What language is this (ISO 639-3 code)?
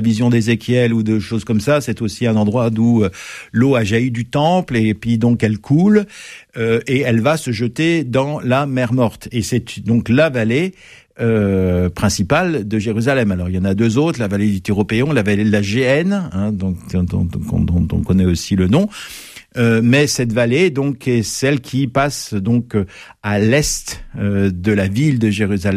fra